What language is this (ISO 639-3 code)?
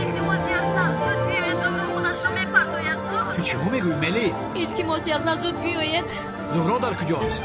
tgk